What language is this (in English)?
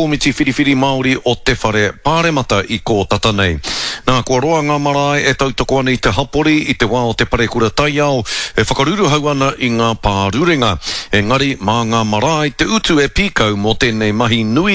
Māori